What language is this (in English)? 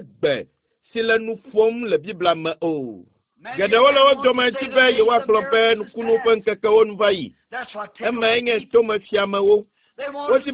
Ewe